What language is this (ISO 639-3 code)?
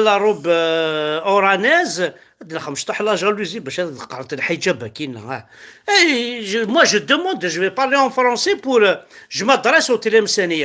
kab